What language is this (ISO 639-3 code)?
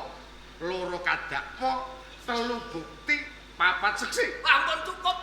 jav